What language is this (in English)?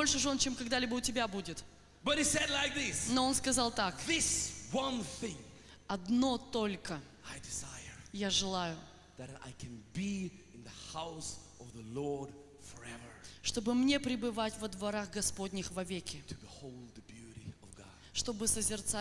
Russian